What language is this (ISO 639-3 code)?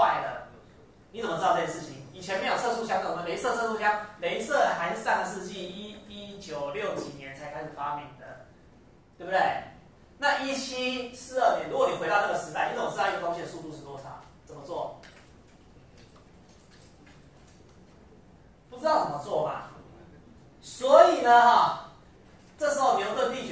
zho